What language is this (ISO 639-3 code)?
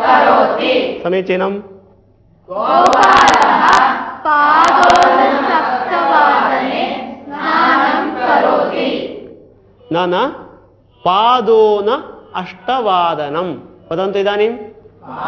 san